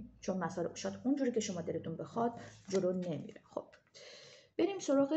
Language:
Persian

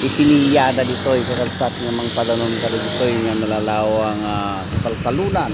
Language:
Iloko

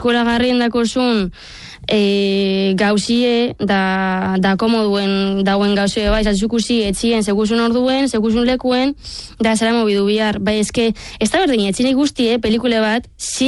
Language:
Basque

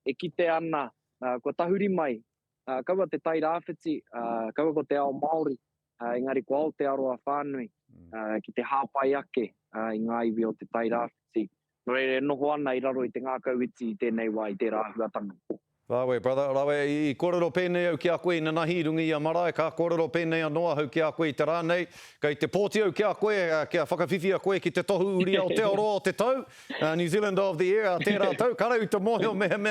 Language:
Māori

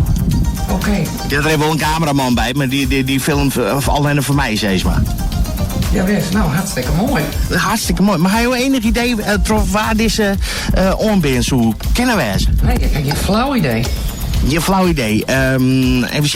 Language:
Western Frisian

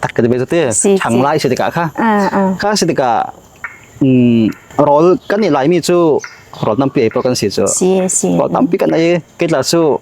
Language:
Falam Chin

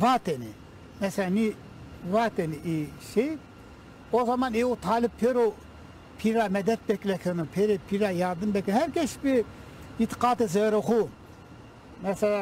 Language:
Zaza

